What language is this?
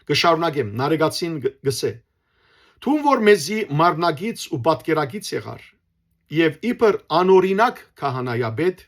Western Armenian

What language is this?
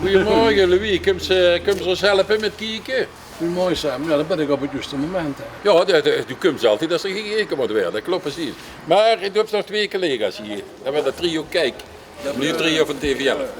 Limburgish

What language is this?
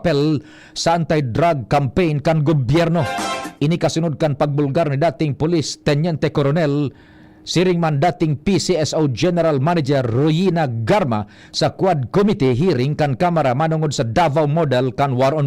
Bikol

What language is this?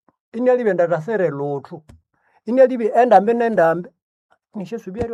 Nande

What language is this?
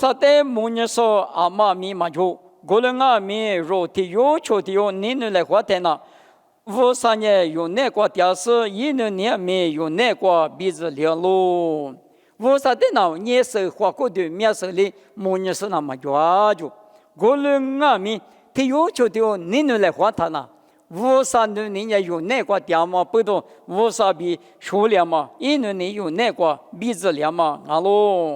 Lisu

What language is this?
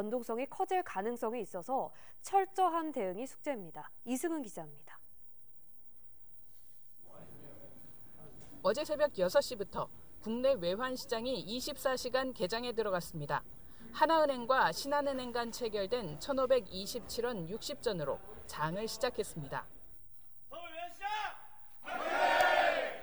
Korean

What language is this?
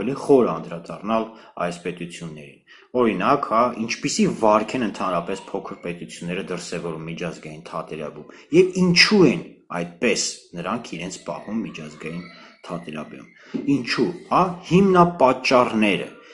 Armenian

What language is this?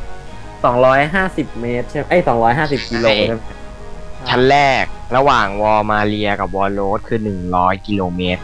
Thai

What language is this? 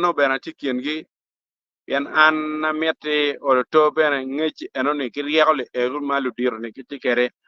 Acoli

